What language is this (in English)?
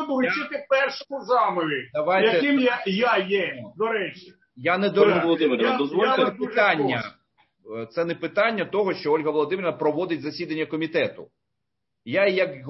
Ukrainian